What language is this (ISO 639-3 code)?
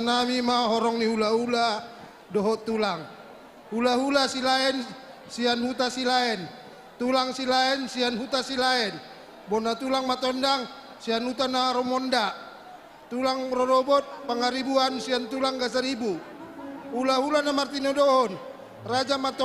bbc